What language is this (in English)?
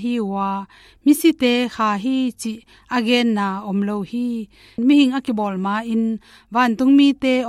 Tedim Chin